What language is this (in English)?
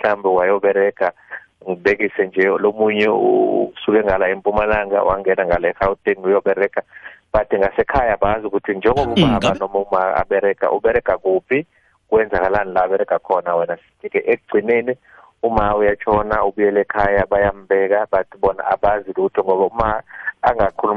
South Ndebele